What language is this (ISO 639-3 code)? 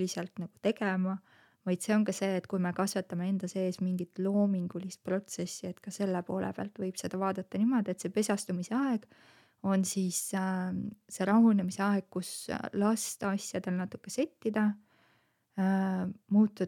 est